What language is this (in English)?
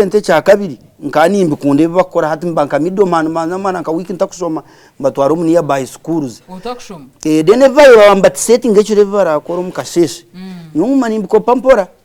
Nyankole